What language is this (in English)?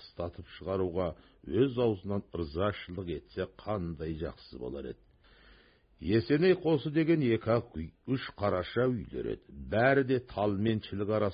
Kazakh